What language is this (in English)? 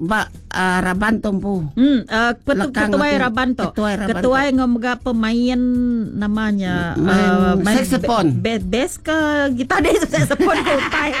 Iban